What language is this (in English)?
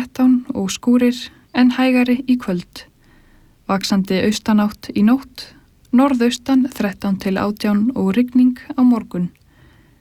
Icelandic